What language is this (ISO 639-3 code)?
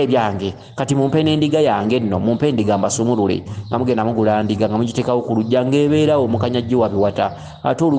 lug